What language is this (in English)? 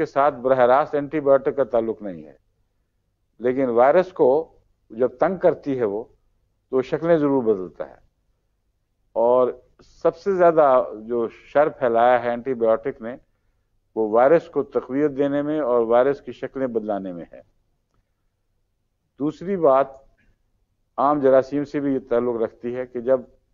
Urdu